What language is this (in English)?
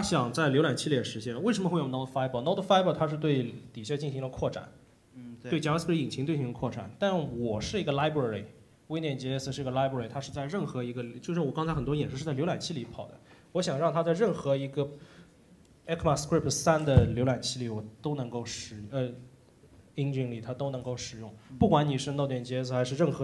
Chinese